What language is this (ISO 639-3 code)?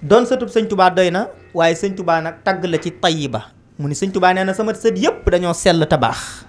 wol